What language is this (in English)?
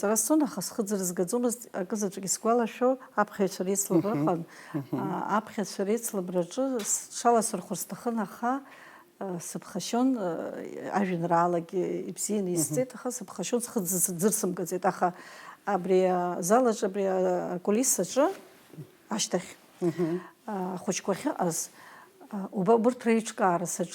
Abkhazian